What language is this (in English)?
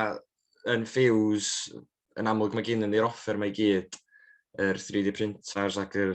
Welsh